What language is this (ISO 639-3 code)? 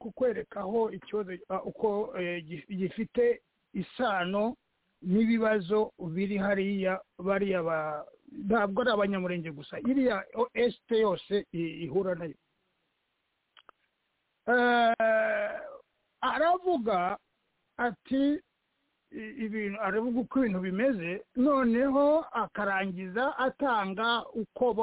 kin